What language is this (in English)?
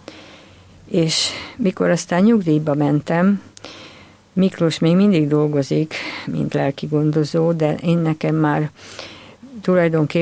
Hungarian